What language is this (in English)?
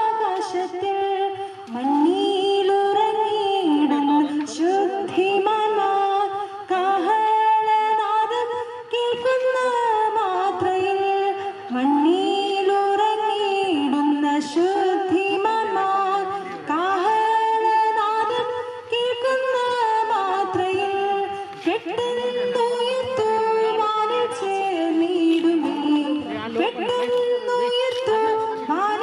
Malayalam